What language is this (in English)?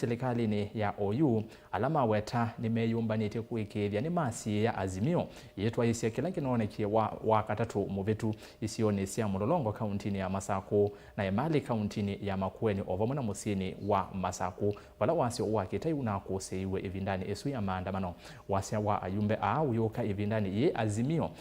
Kamba